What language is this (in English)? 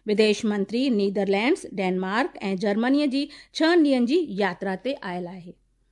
Sindhi